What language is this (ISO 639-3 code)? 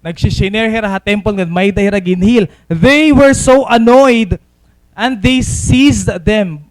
war